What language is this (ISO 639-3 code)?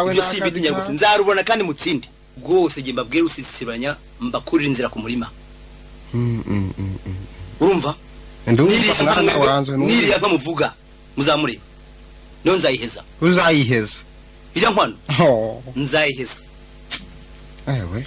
kin